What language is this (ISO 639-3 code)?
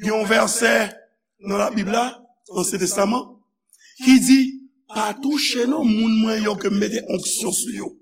hat